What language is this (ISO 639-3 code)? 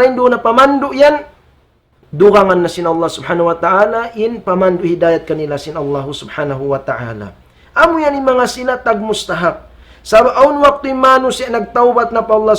tsg